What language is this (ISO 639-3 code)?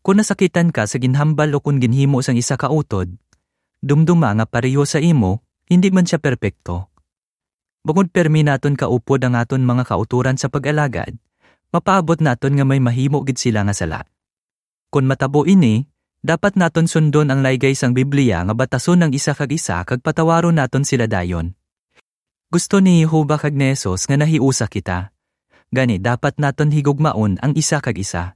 hil